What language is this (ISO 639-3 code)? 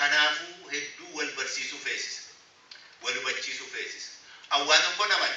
orm